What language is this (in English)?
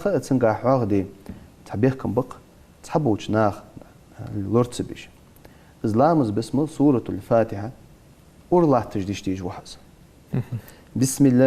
Ingush